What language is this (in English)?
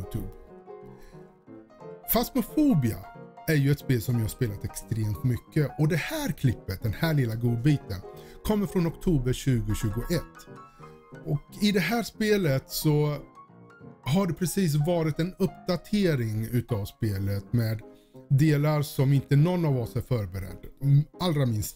Swedish